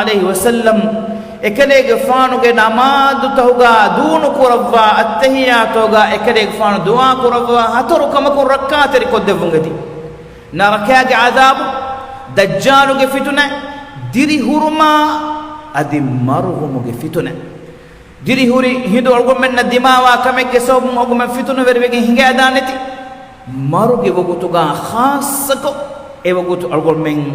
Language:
Divehi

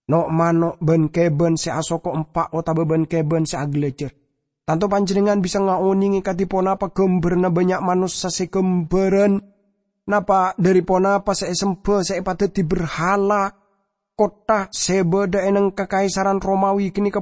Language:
Madurese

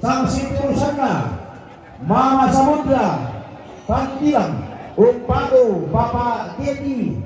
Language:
Toraja-Sa'dan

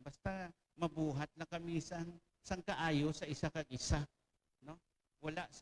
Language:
Hiligaynon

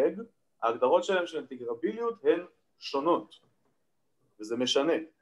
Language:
Hebrew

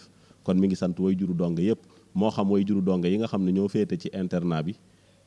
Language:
Wolof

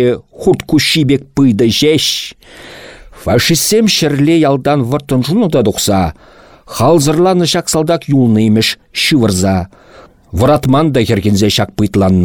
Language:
Chuvash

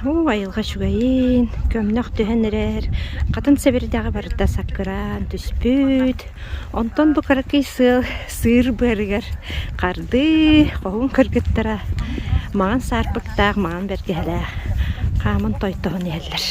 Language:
Yakut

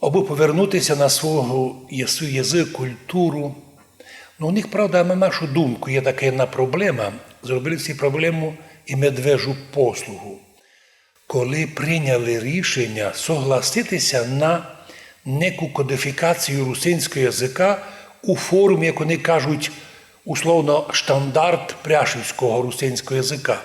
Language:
Rusyn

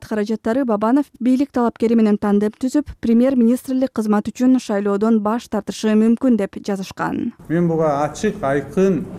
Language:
Kyrgyz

